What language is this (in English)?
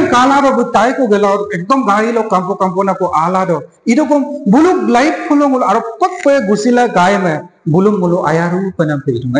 Adi